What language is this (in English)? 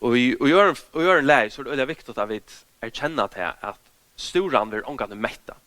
Faroese